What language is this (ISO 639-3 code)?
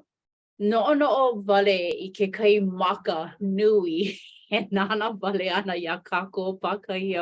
haw